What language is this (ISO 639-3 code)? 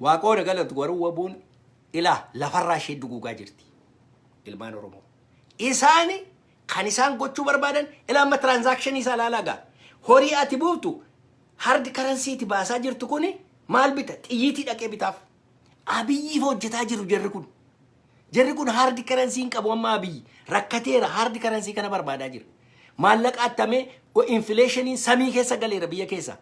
orm